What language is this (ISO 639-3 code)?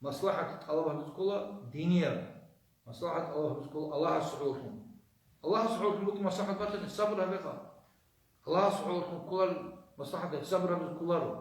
ava